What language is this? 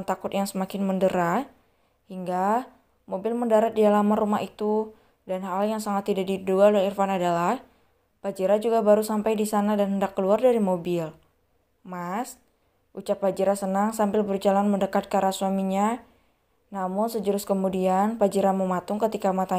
Indonesian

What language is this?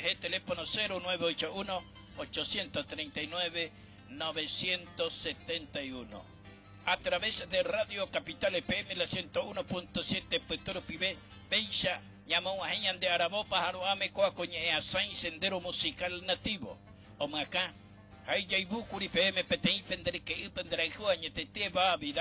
Guarani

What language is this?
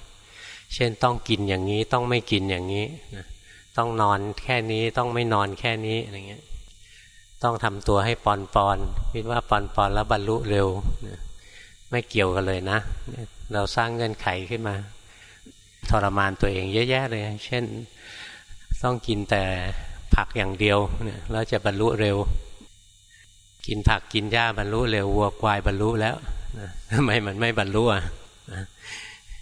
Thai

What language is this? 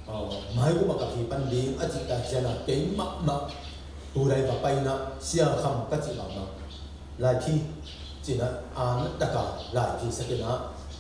Tedim Chin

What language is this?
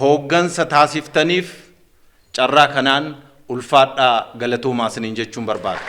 Oromo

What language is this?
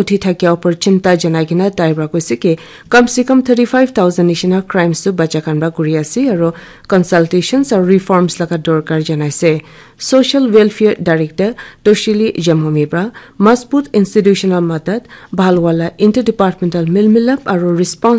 Naga Pidgin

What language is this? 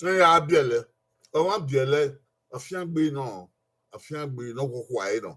Bini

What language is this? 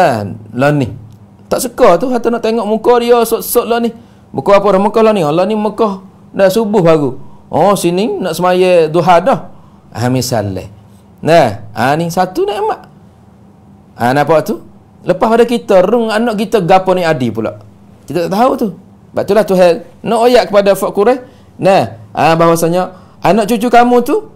Malay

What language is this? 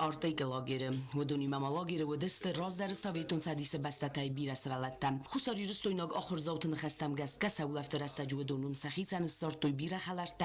Ossetic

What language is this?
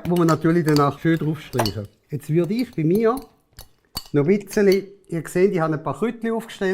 Swiss German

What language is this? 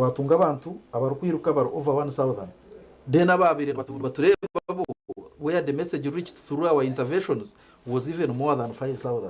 Nyankole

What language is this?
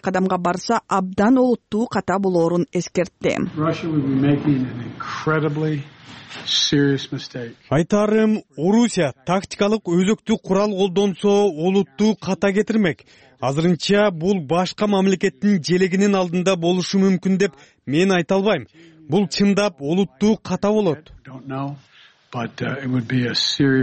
Kyrgyz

